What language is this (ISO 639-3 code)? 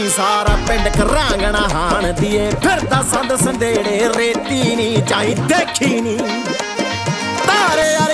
pan